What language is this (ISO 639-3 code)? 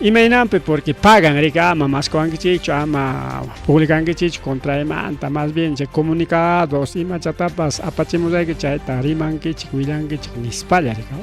quy